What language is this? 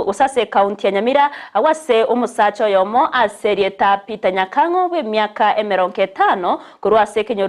Gusii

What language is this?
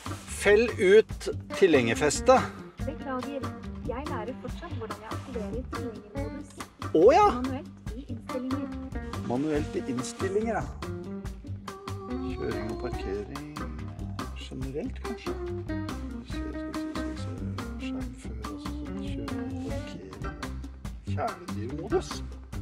Norwegian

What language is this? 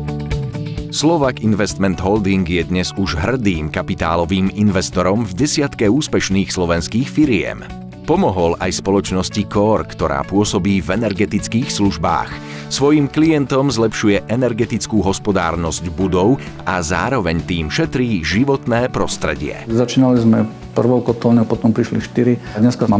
Slovak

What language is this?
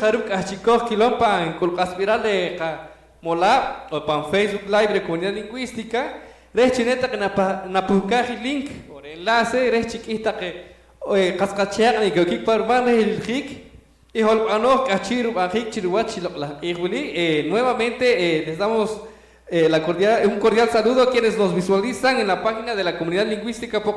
Poqomchi'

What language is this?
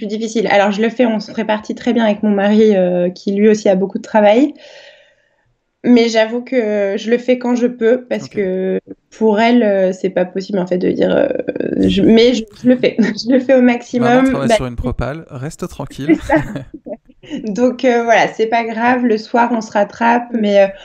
French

